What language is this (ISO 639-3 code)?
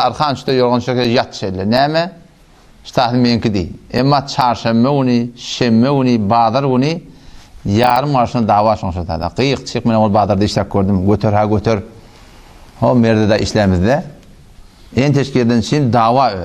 tuk